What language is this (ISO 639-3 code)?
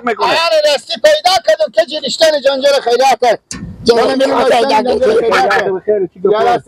fas